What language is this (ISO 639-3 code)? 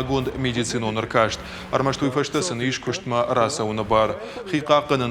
oss